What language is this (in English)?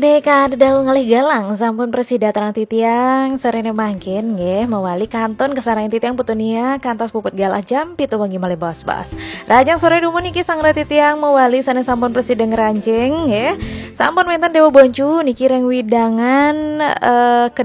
Balinese